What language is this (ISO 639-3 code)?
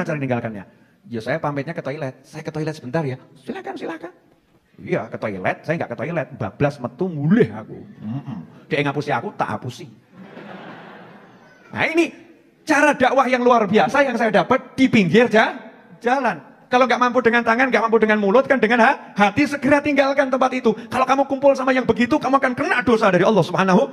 ind